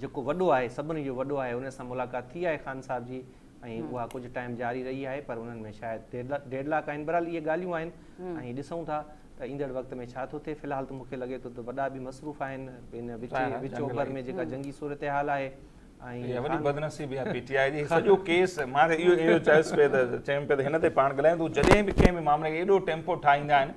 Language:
Sindhi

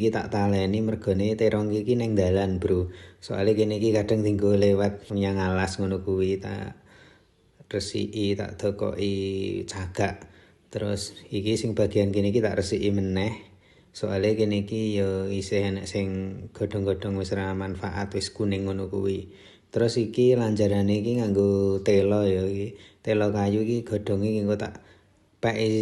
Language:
Javanese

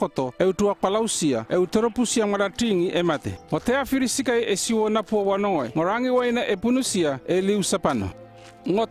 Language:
North Efate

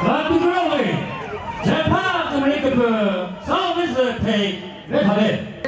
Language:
Chokri Naga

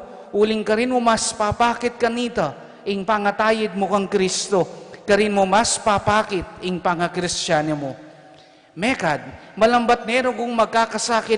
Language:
Pampanga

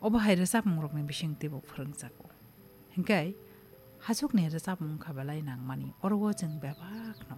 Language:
Kok Borok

